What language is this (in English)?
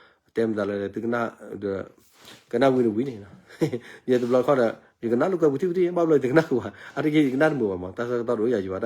S'gaw Karen